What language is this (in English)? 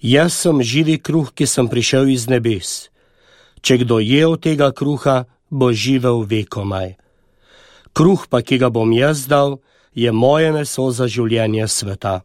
Slovenian